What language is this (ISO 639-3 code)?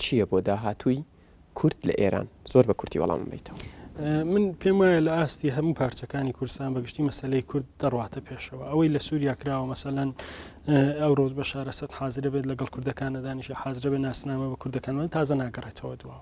ckb